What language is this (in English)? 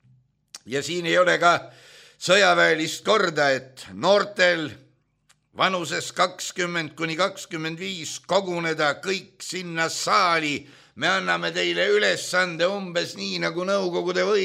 Estonian